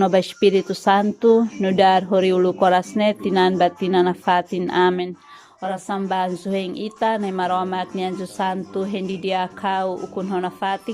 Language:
Tetum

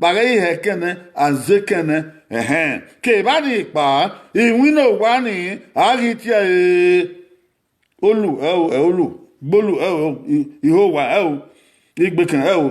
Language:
Bini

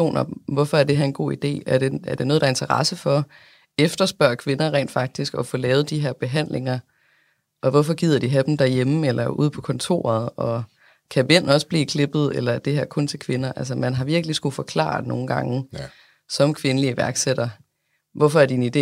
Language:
Danish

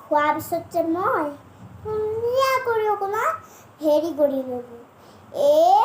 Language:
Assamese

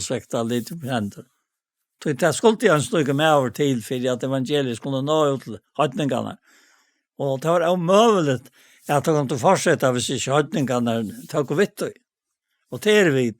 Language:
Faroese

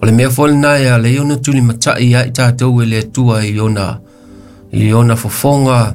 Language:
Samoan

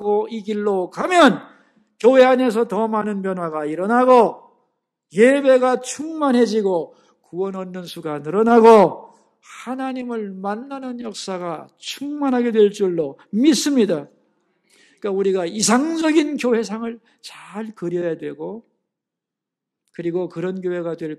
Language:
Korean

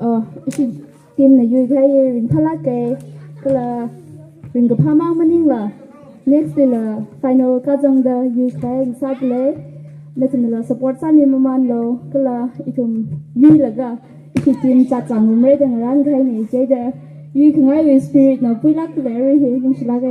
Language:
Tangkhul Naga (India)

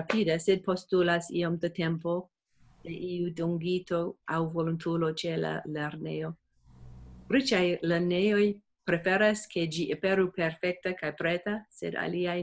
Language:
Esperanto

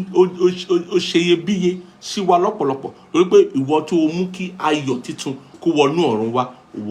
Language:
Yoruba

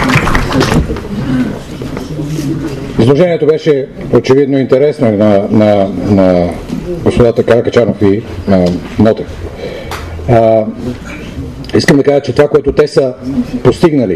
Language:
Bulgarian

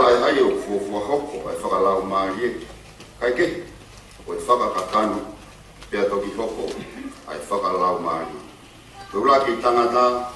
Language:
Tongan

